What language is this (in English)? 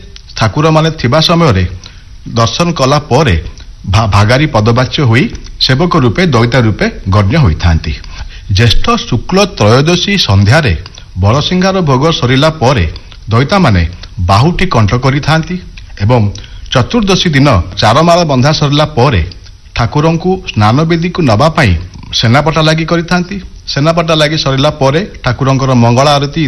Odia